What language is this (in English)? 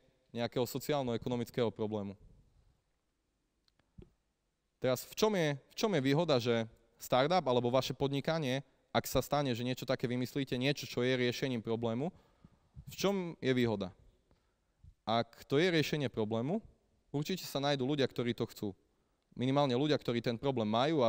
Slovak